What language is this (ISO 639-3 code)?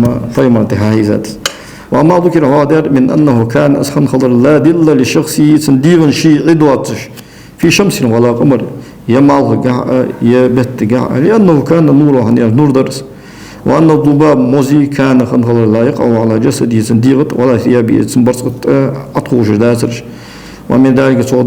inh